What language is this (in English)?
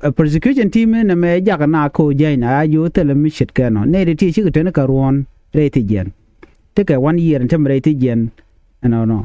Nuer